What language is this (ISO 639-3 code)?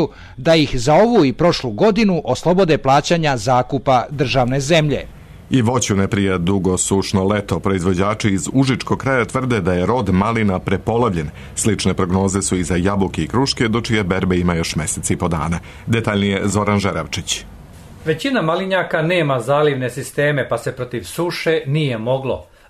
srp